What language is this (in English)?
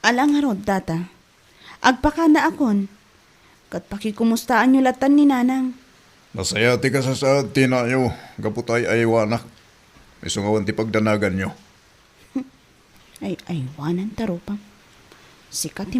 Iloko